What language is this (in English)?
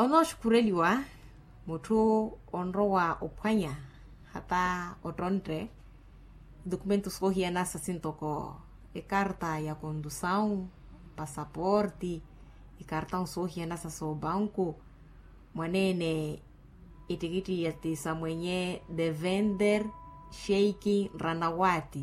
Makhuwa